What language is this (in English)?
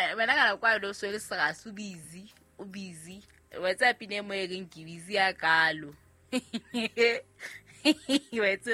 Southern Sotho